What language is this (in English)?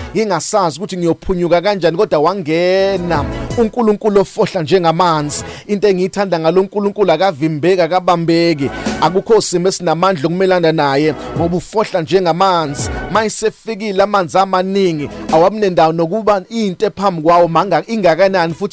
Zulu